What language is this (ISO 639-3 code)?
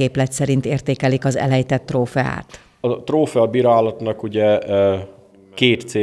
hun